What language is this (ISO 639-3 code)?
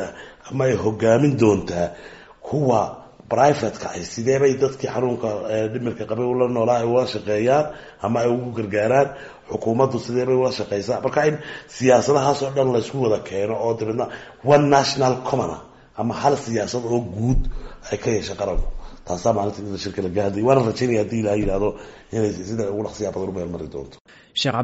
som